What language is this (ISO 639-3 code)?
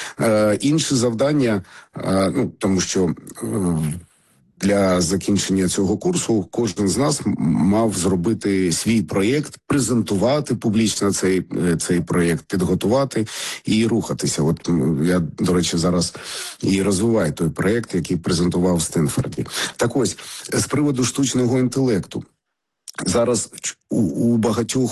ukr